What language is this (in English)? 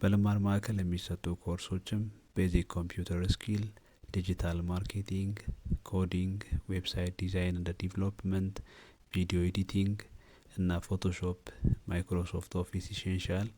Amharic